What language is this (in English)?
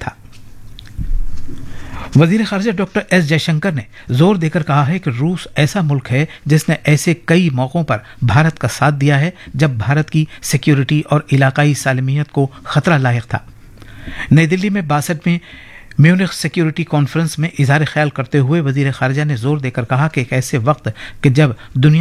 Urdu